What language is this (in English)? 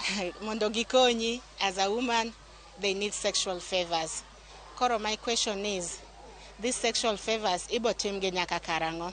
Luo (Kenya and Tanzania)